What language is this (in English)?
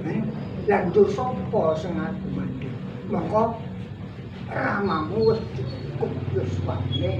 Javanese